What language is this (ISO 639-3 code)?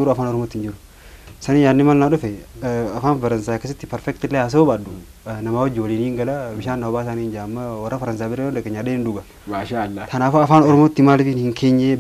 orm